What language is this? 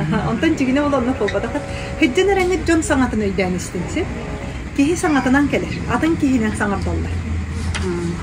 Yakut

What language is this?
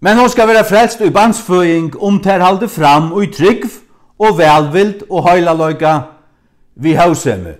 Faroese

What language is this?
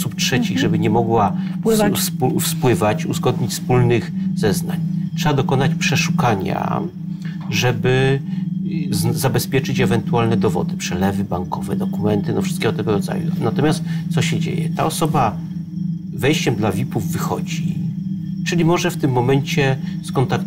Polish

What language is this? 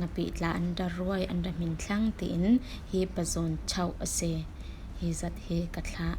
Falam Chin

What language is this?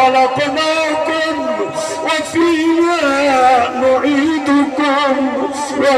Saraiki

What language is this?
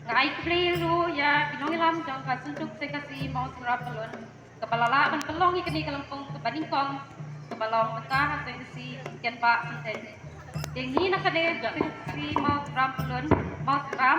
Khasi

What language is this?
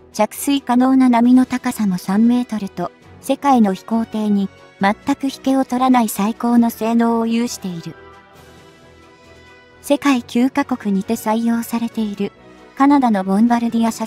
Japanese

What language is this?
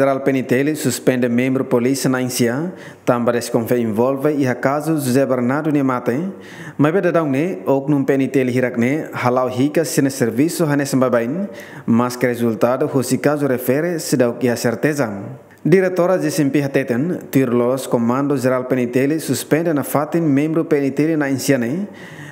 Tetum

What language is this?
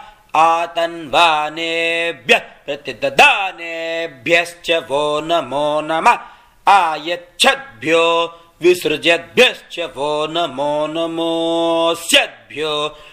Sanskrit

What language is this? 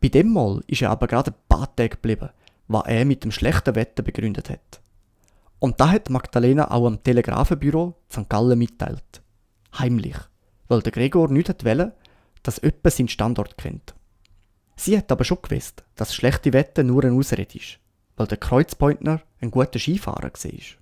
Swiss German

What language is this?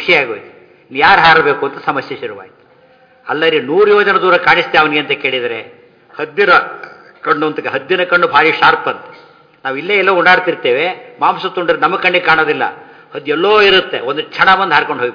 Kannada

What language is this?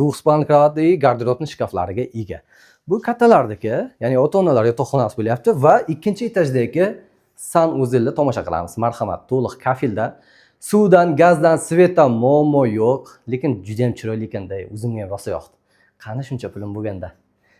Uzbek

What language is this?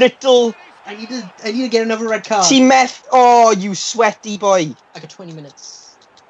Welsh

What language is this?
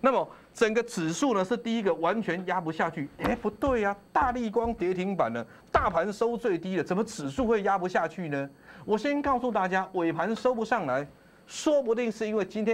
Chinese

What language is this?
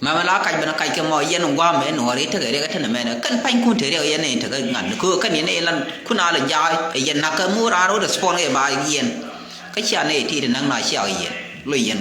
Nuer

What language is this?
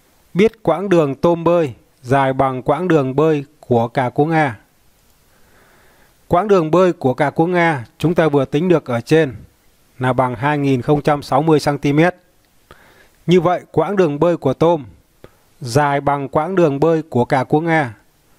Vietnamese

